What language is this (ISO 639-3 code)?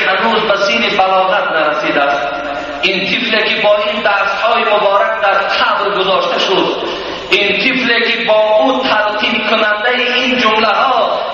tgk